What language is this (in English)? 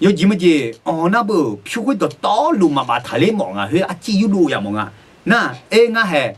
Akha